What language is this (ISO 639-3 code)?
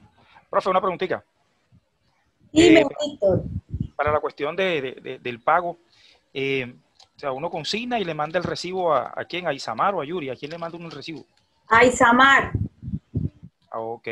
spa